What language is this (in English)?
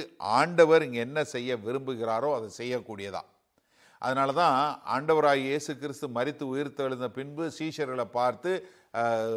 Tamil